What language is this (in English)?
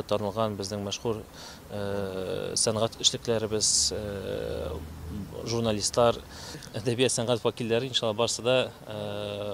Tatar